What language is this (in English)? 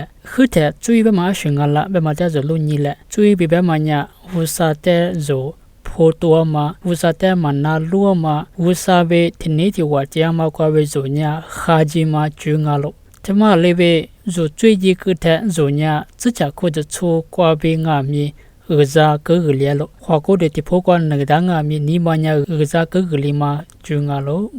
Lisu